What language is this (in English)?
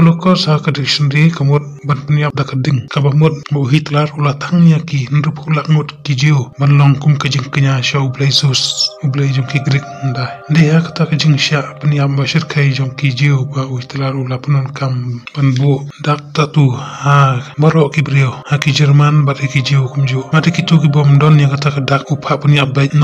Khasi